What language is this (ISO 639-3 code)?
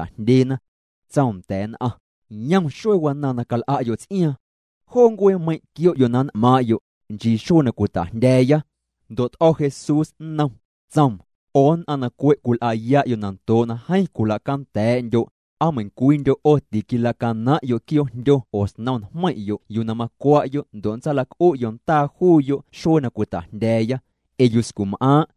mlg